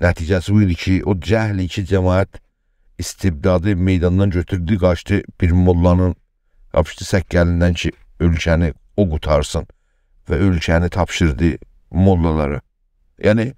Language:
South Azerbaijani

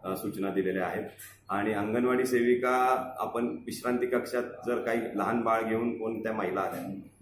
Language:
Marathi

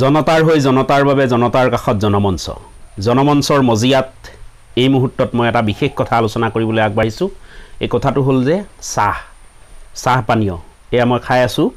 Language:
Assamese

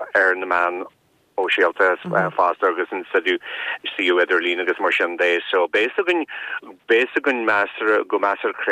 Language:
Irish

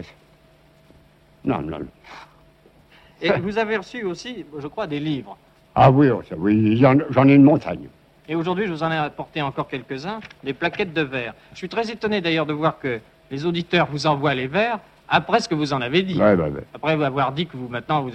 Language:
French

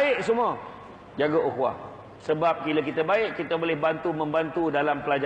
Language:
Malay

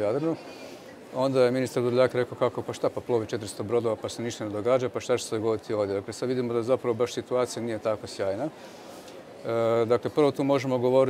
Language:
Croatian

